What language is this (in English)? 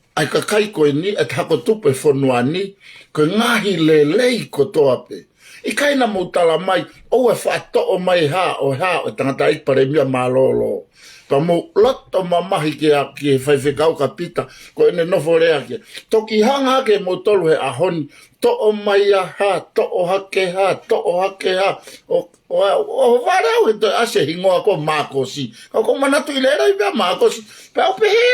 Tongan